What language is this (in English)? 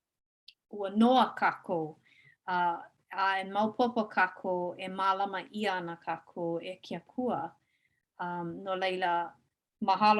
Hawaiian